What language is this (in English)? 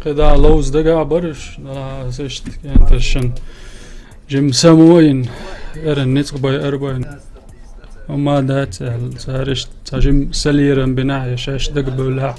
Chechen